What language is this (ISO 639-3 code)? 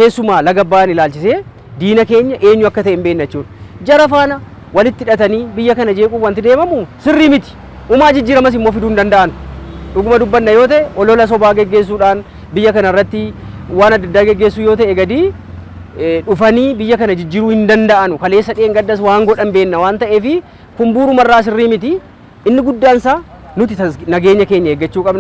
orm